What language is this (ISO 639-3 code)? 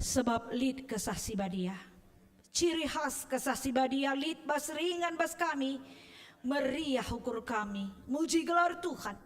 btx